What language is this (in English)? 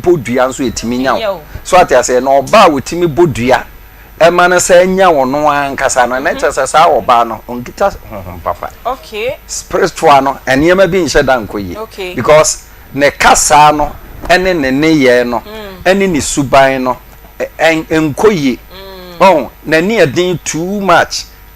Akan